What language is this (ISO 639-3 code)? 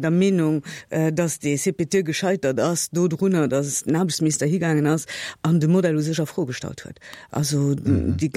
ltz